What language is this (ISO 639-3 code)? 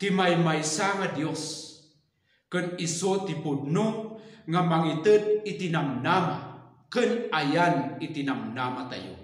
ilo